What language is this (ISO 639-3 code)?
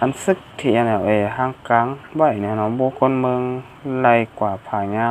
shn